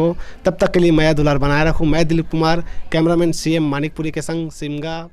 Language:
Chhattisgarhi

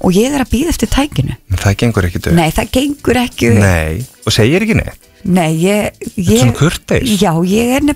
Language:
Icelandic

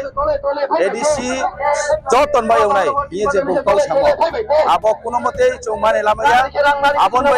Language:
Riang (India)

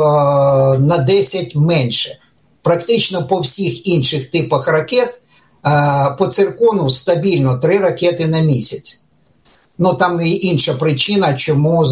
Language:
Ukrainian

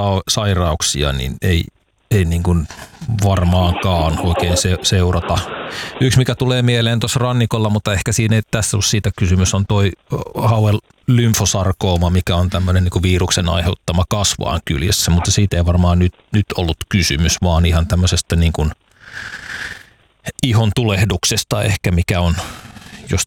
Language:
Finnish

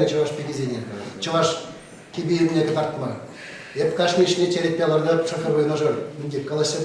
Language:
Chuvash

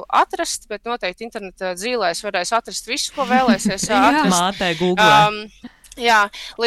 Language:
Latvian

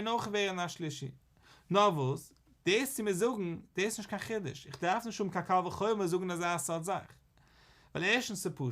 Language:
Yiddish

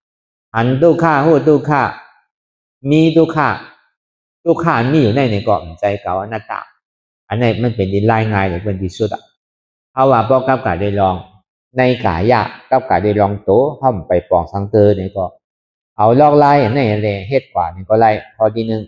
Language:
Shan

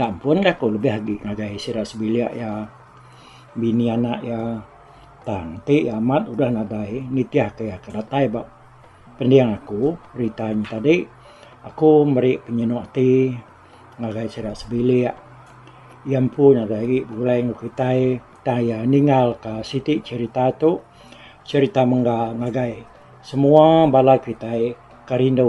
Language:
Iban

